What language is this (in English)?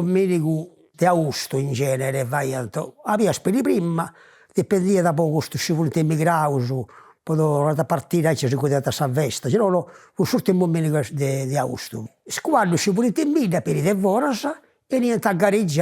Sardinian